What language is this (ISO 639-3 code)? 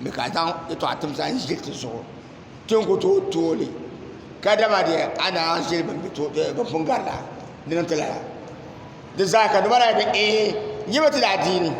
dag